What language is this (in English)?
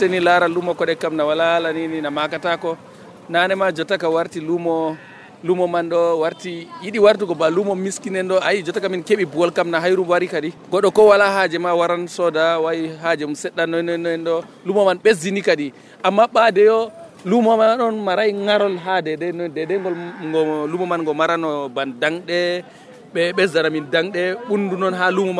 Nigerian Fulfulde